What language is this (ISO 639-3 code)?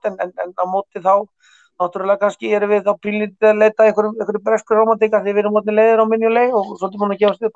isl